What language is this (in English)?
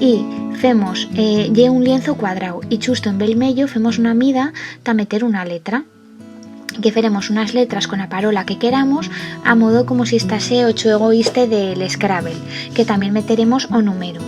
Aragonese